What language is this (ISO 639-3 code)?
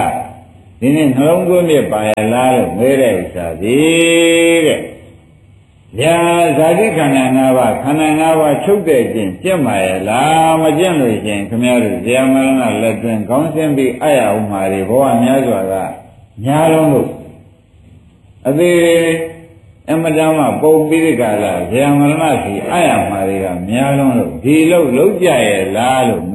mya